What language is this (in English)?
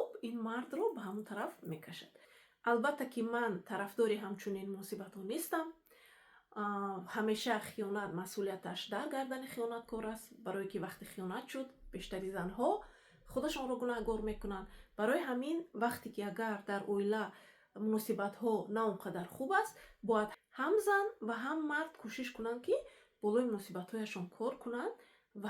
Tajik